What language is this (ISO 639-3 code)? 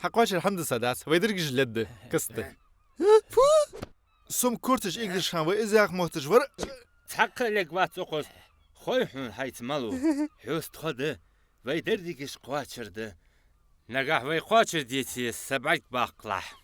inh